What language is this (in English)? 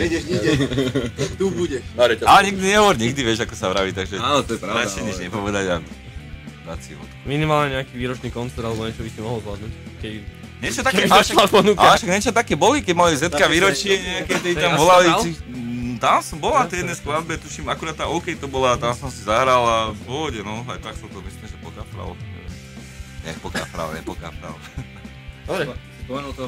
Slovak